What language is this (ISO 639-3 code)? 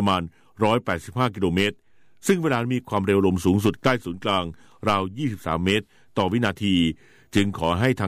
tha